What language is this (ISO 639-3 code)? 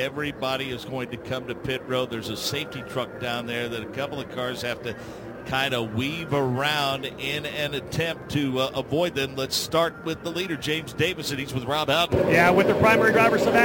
eng